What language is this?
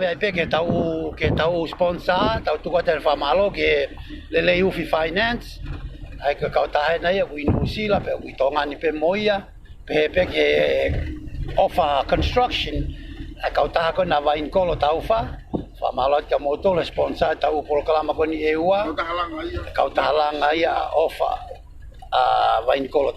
Tongan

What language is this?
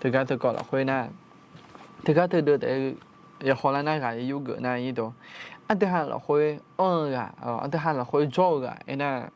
Akha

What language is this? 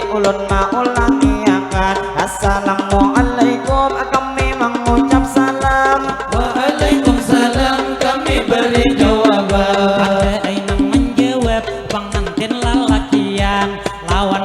Banjar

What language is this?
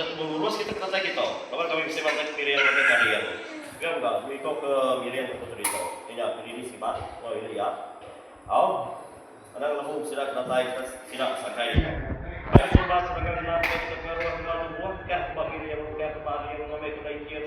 Iban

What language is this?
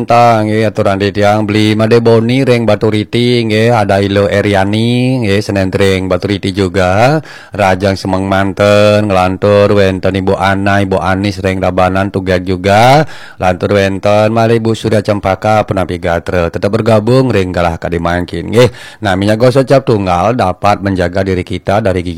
Balinese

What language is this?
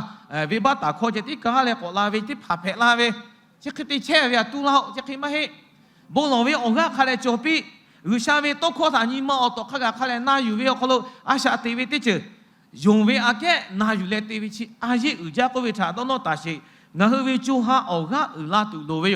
Lahu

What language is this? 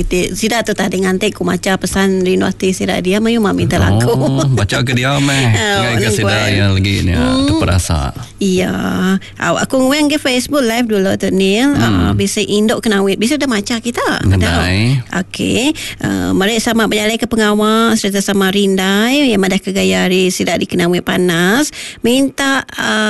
Iban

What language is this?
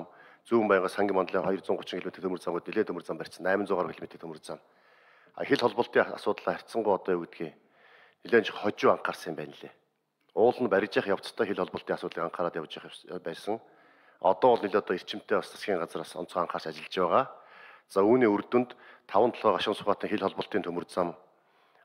Mongolian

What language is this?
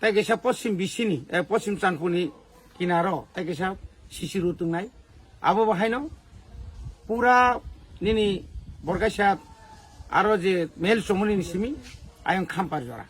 Kok Borok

